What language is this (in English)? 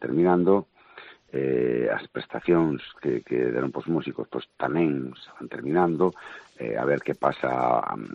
Galician